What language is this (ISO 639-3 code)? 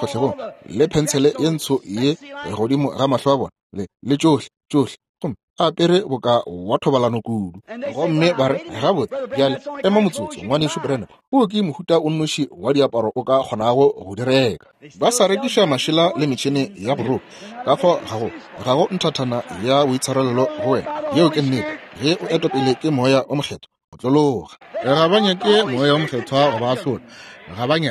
nso